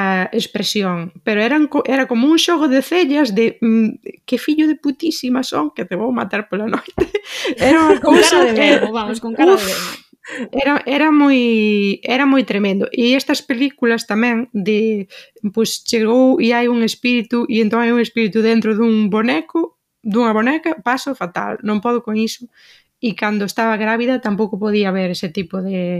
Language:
Galician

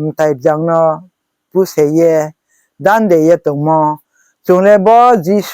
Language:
Riang (India)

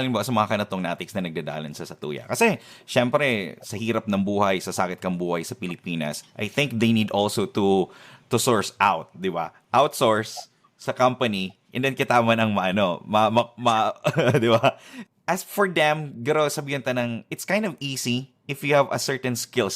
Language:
Bikol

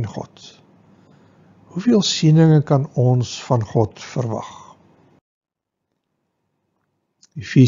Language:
Afrikaans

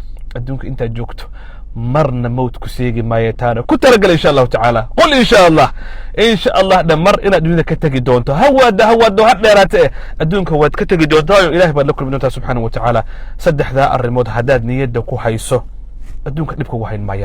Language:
Somali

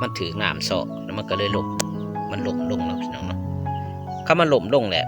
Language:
Lao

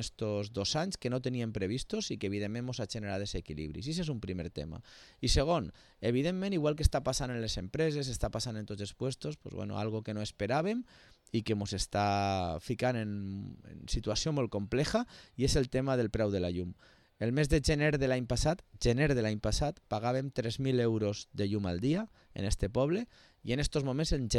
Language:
Catalan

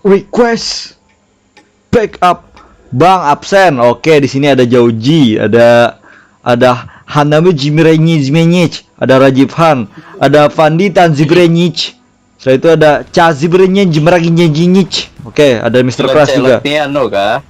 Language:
Banjar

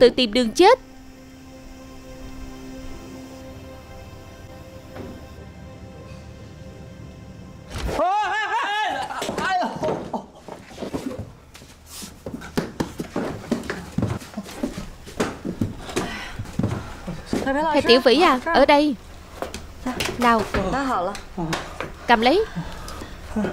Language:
Vietnamese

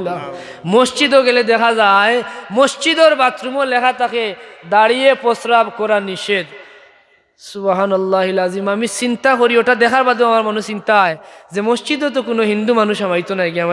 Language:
Sylheti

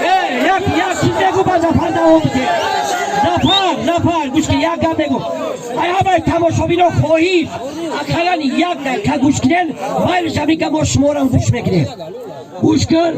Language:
Tajik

